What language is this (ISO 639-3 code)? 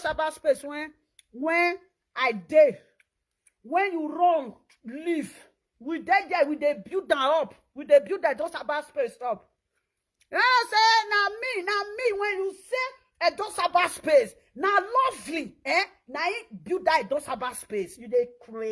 pcm